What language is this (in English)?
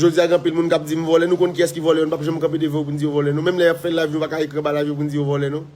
Haitian Creole